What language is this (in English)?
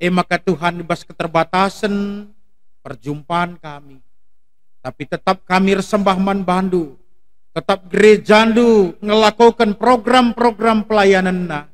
Batak Karo